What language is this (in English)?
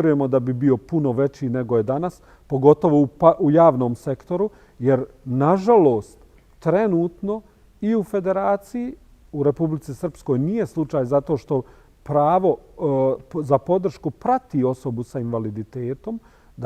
Bosnian